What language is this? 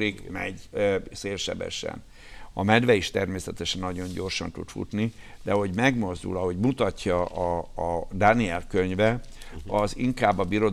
Hungarian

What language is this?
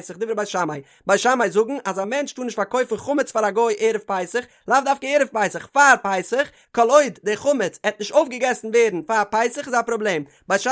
Yiddish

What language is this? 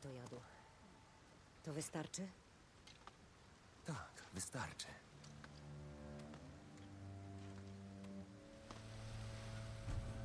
Polish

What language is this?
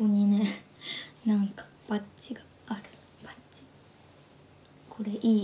Japanese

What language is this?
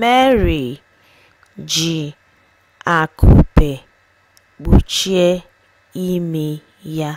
Igbo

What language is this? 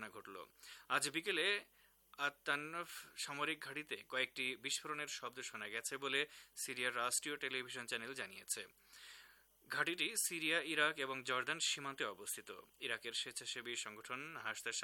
Bangla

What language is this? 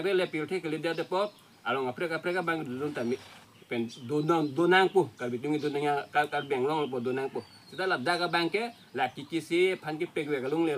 Karbi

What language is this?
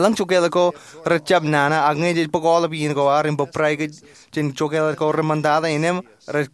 Marshallese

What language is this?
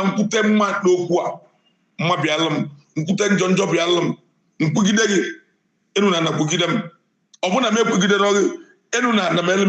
Igbo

